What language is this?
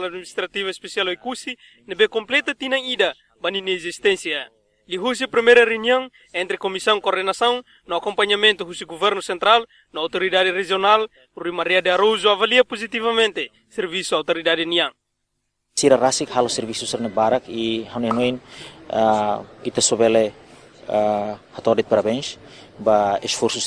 Tetum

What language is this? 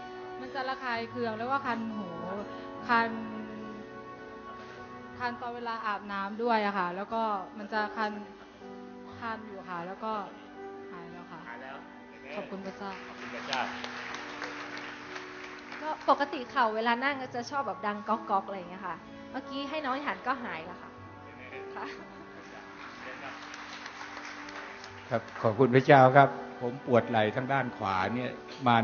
Thai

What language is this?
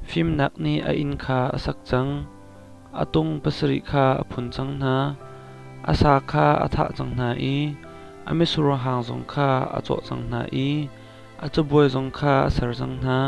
Hakha Chin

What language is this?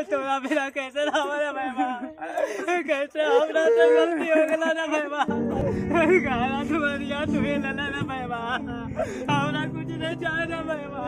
Magahi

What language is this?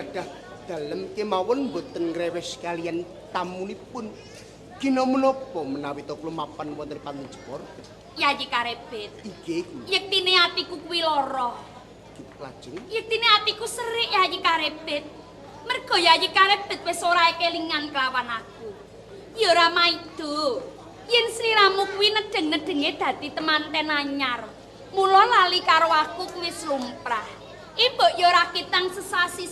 Javanese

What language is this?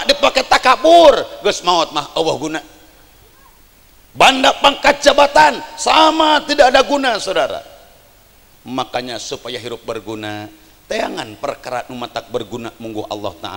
Sundanese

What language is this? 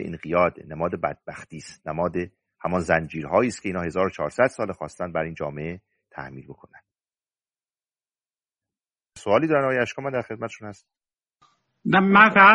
Persian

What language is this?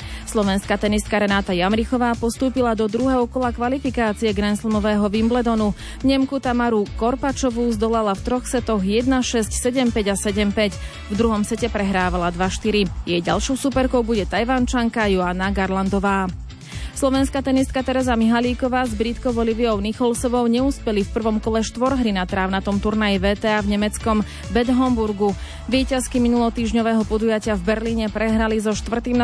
Slovak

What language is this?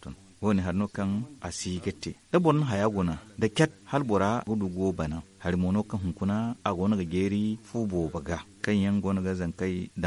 Zarma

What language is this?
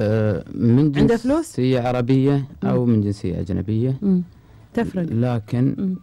Gulf Arabic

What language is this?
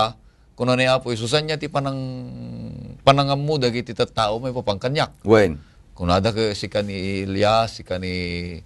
Iloko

